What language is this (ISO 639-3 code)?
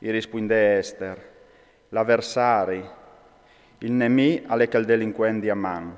fur